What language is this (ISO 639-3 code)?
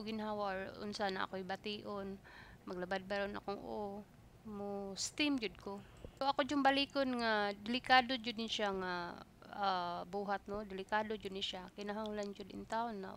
ceb